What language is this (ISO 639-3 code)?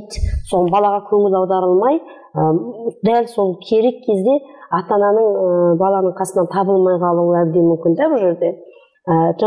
kaz